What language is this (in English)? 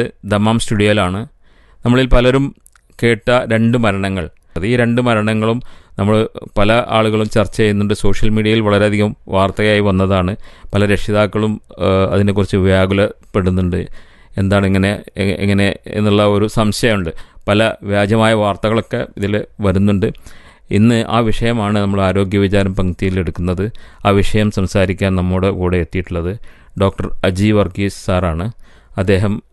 Malayalam